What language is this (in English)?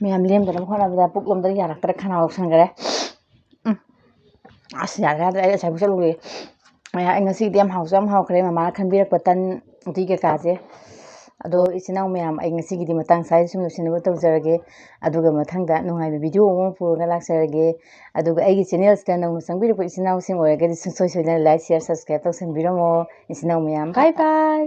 Manipuri